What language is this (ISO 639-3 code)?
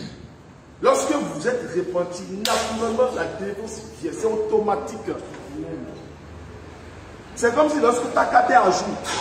fra